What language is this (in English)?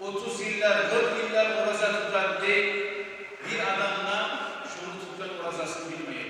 Kumyk